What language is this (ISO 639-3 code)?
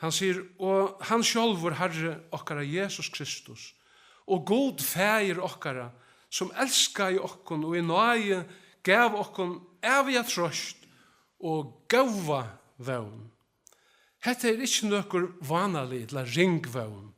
fao